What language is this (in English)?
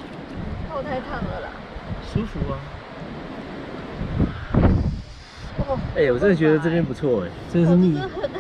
Chinese